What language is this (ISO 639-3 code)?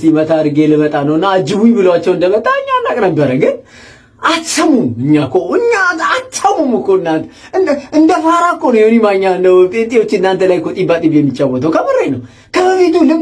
amh